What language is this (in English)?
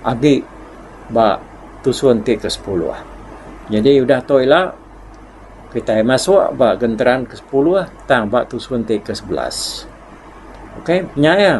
Iban